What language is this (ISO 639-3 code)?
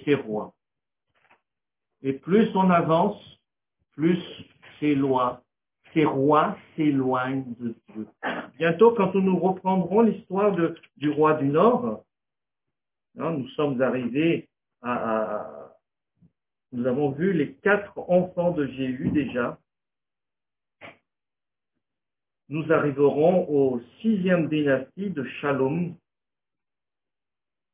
fra